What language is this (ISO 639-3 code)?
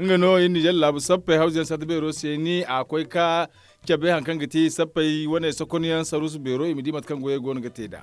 dje